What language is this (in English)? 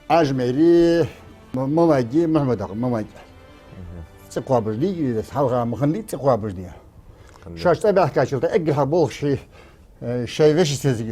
Ingush